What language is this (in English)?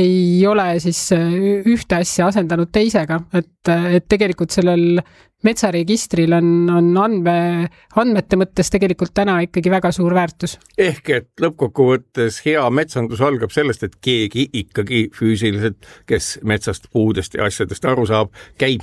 Estonian